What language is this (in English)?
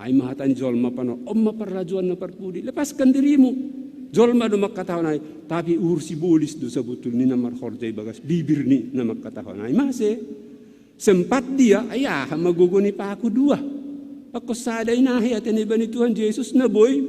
Batak Simalungun